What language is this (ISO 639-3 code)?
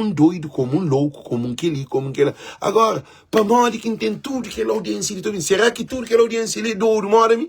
kea